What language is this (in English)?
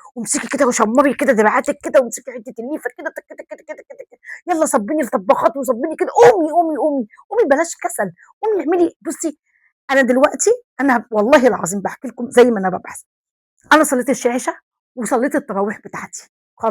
Egyptian Arabic